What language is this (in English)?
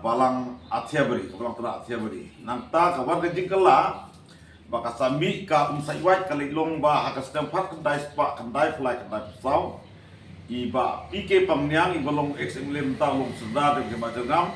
Khasi